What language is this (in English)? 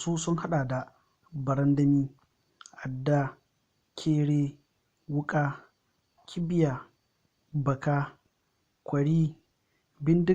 Hausa